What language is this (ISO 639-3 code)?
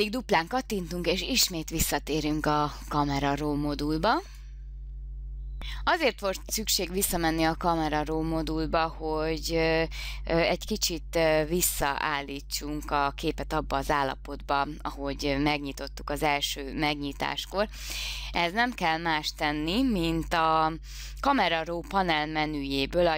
hun